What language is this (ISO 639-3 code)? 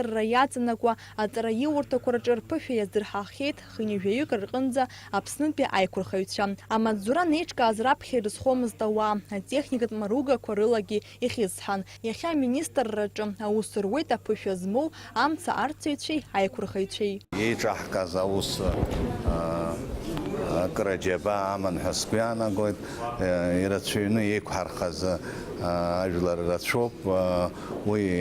abk